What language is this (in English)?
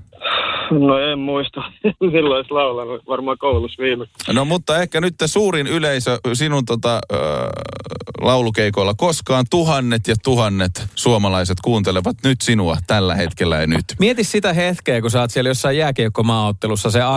Finnish